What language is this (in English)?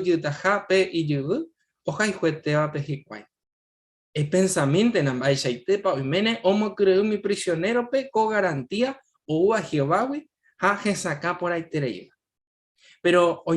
Guarani